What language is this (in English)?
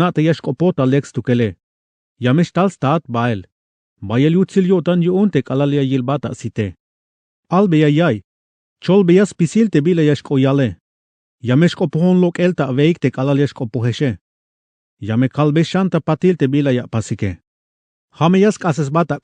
Tzeltal